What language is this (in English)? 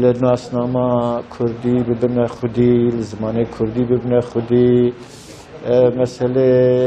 Kurdish